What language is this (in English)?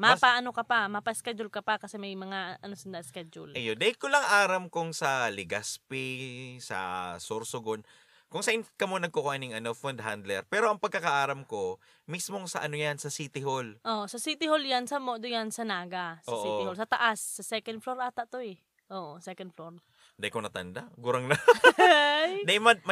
Bikol